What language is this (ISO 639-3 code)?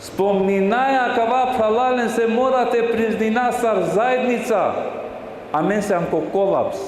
rmn